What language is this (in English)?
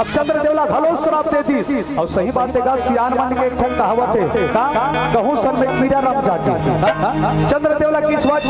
Chhattisgarhi